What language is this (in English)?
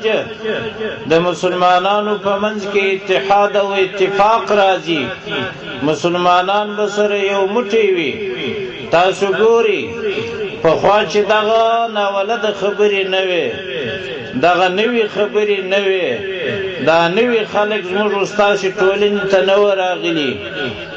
Pashto